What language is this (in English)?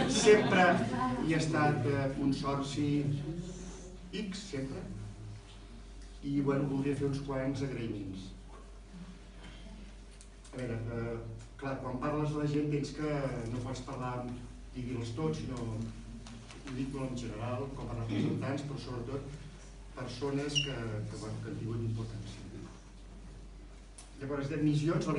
Catalan